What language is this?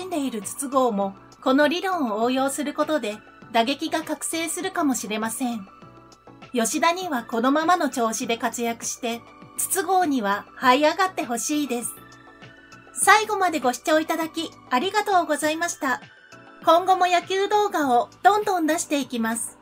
Japanese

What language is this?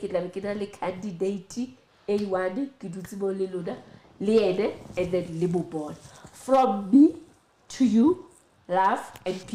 Southern Sotho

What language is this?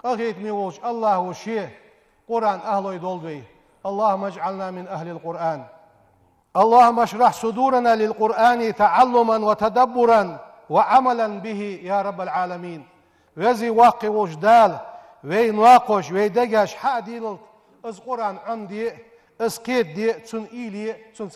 Ingush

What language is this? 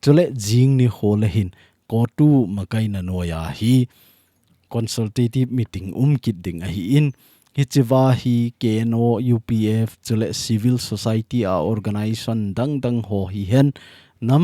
Thado Chin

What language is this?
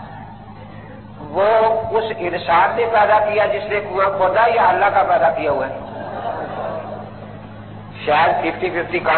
Urdu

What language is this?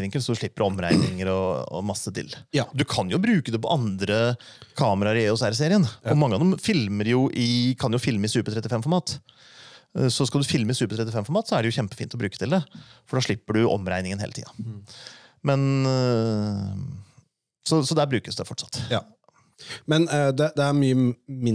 Norwegian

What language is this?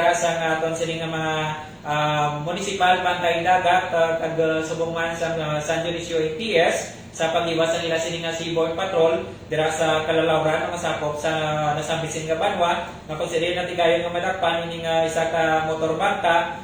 Hiligaynon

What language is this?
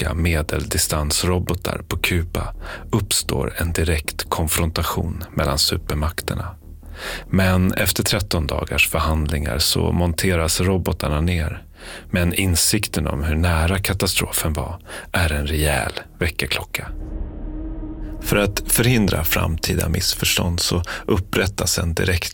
Swedish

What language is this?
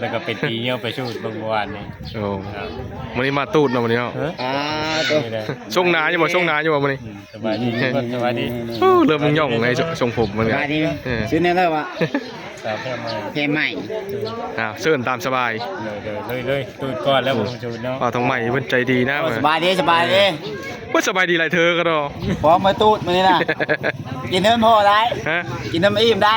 Northeastern Thai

